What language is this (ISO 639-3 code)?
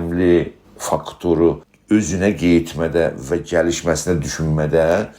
azb